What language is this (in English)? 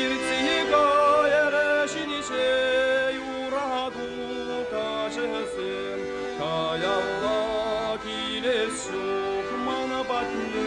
Chuvash